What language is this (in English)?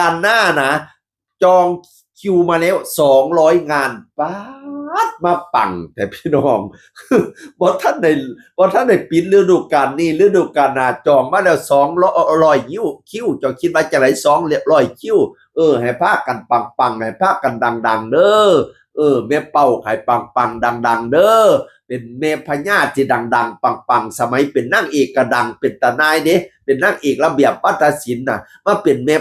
Northeastern Thai